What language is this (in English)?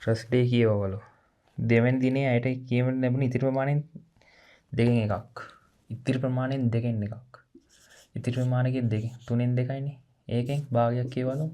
Sinhala